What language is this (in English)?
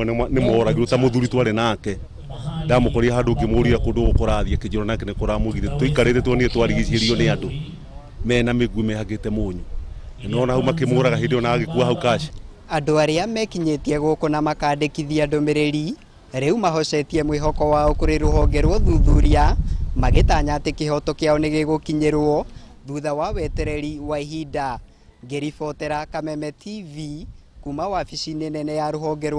Kikuyu